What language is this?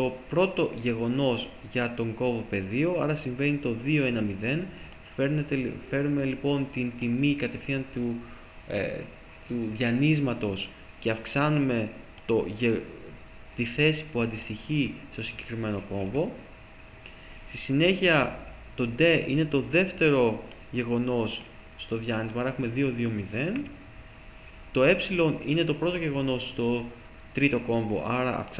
Greek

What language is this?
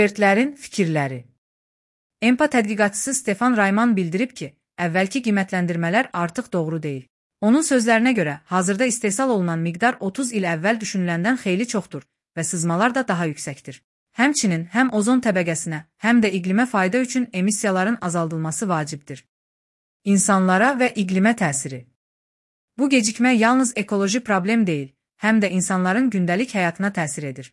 Azerbaijani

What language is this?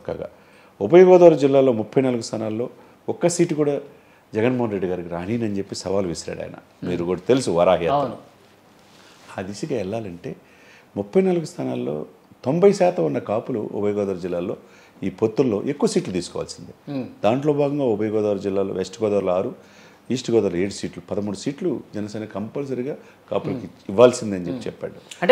Telugu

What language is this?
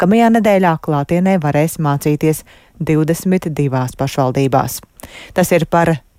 Latvian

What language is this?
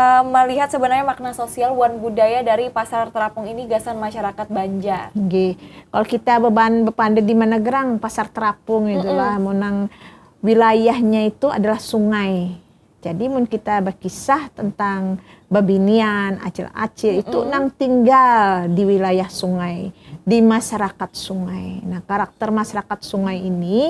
Banjar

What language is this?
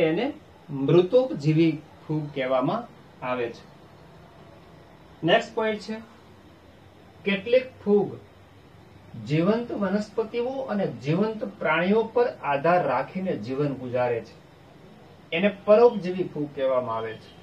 Gujarati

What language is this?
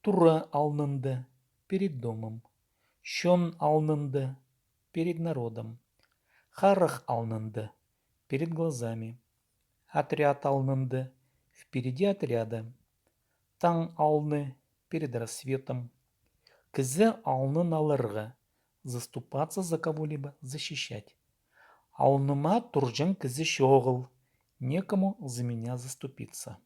Khakas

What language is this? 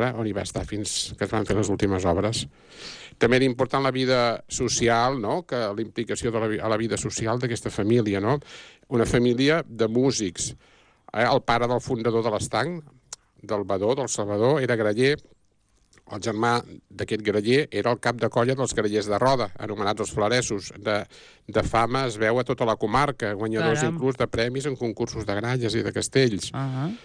Catalan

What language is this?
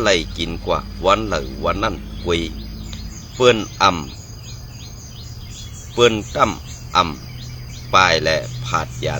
Shan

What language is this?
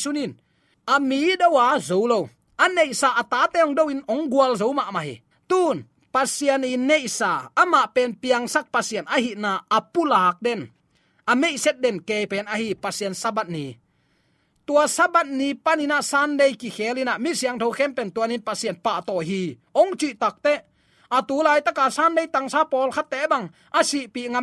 Tedim Chin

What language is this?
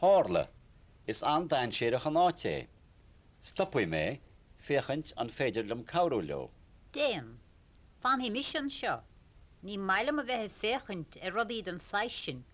Irish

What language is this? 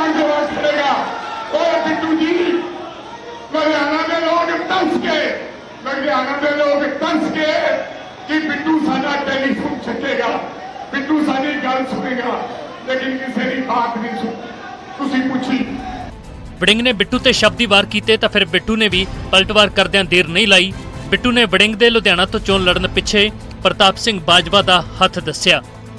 Punjabi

